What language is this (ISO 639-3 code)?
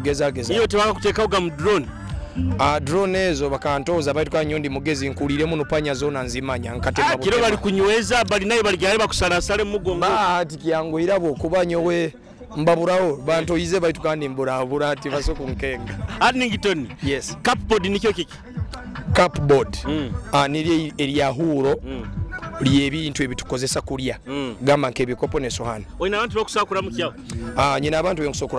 nyo